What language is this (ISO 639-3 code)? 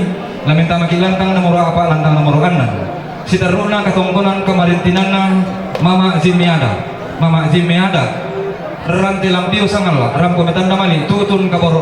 sda